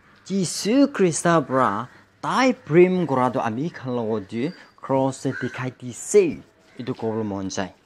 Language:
Naga Pidgin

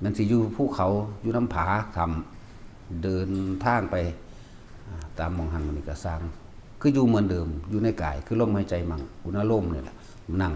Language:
Northeastern Thai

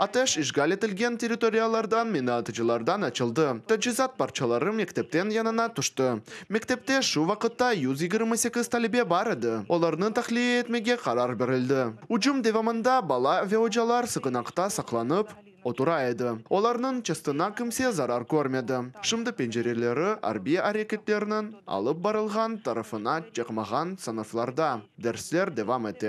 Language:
Crimean Tatar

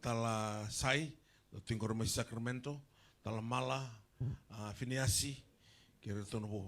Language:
Fijian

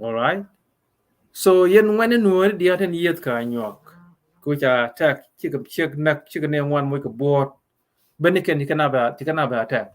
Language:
Nuer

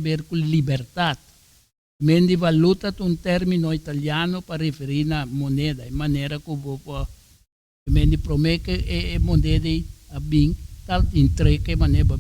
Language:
Papiamento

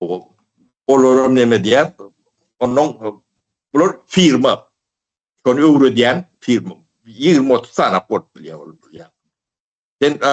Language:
Turkmen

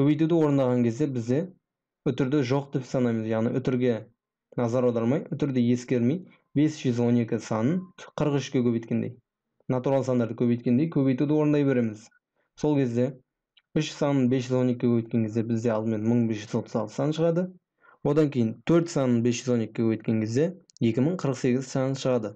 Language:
Kazakh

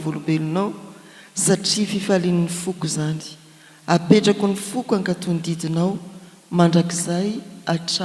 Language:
Malagasy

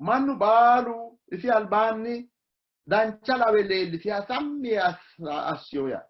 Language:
Sidamo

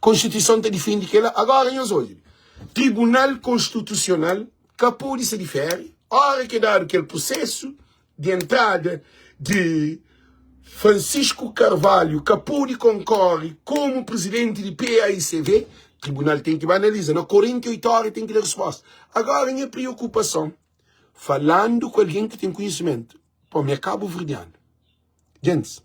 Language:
Kabuverdianu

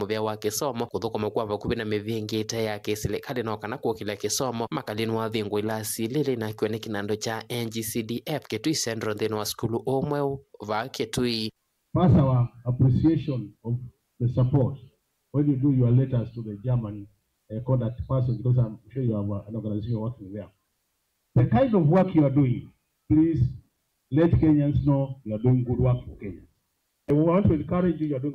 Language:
Kamba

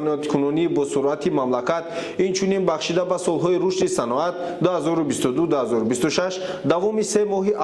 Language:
Tajik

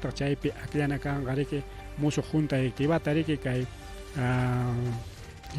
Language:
Ayacucho Quechua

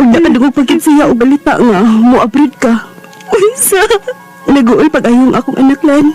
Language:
Cebuano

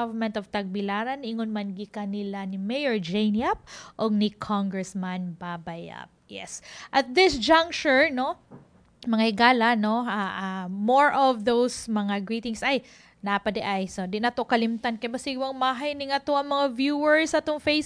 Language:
Cebuano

